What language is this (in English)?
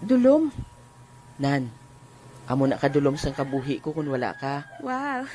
Hiligaynon